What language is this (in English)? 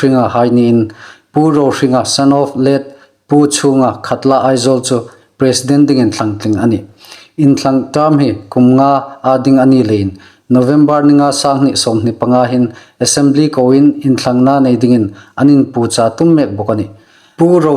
Hmar